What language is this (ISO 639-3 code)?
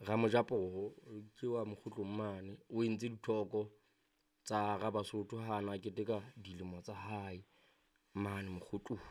sot